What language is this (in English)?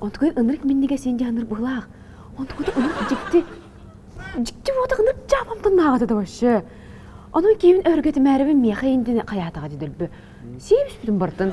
Yakut